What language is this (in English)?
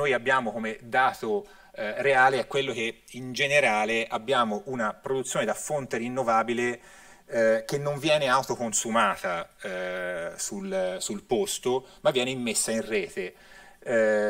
Italian